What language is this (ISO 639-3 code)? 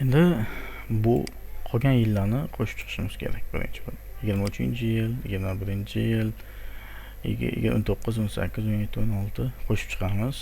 uzb